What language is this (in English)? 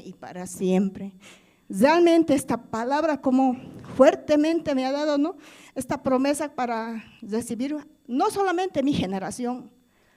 Aymara